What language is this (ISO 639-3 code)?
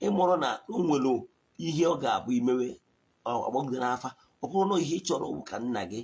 ibo